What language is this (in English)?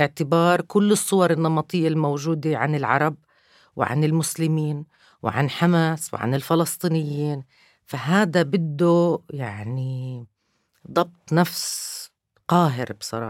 North Levantine Arabic